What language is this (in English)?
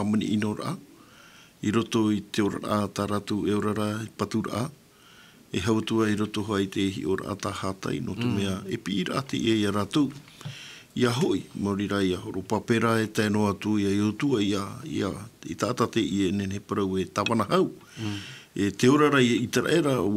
Tahitian